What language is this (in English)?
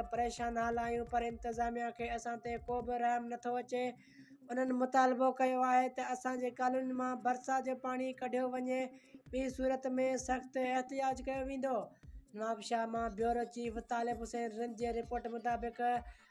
Sindhi